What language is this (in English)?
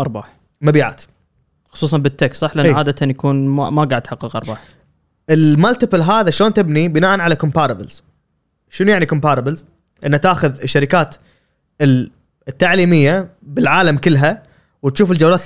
Gulf Arabic